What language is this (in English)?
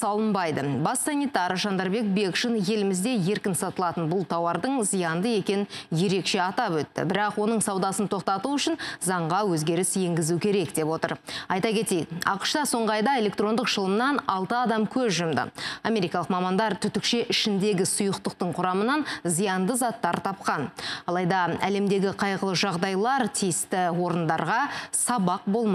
Kazakh